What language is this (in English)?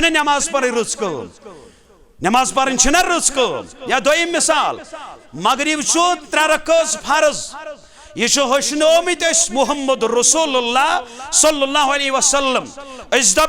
Kashmiri